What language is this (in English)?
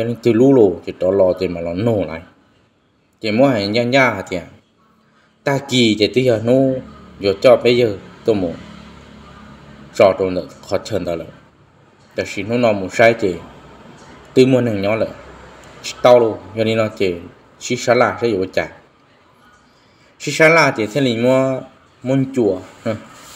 Vietnamese